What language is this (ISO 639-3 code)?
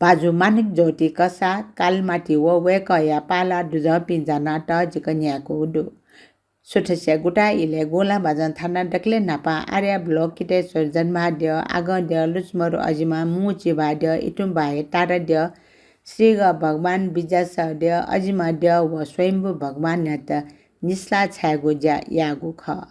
new